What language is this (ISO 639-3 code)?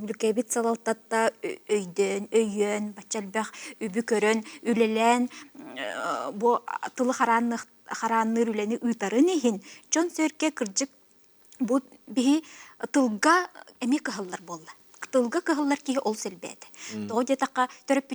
sah